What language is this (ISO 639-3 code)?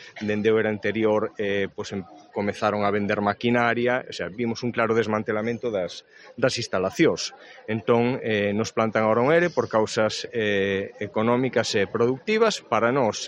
glg